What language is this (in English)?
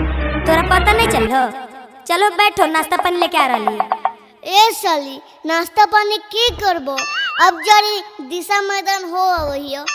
Magahi